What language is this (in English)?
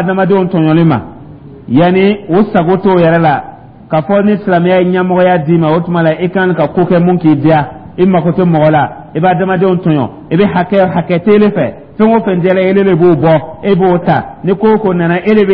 Dyula